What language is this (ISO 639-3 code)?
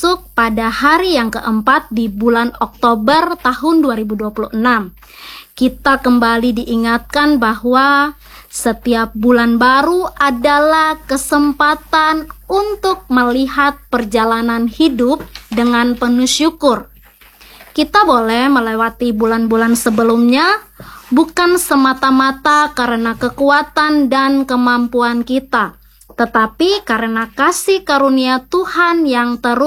ind